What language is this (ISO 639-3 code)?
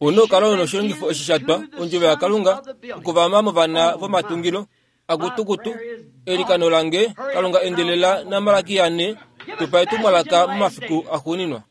kua